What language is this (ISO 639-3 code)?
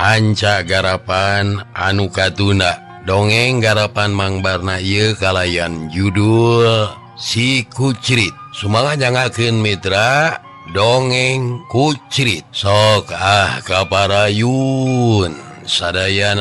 sun